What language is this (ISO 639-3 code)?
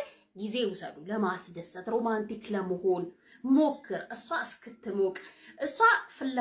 amh